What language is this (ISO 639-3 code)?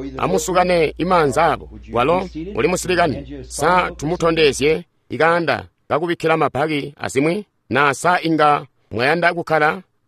toi